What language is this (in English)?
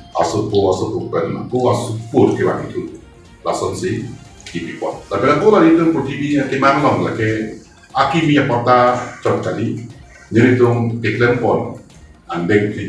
Karbi